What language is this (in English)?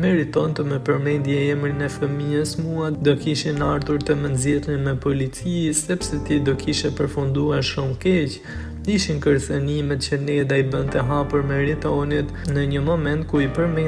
Albanian